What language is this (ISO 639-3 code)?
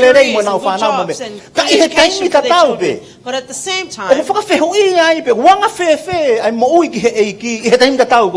ton